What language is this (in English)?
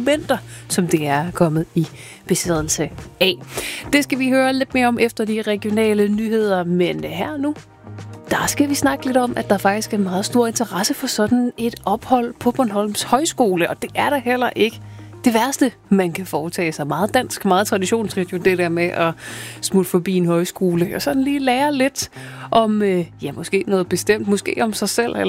Danish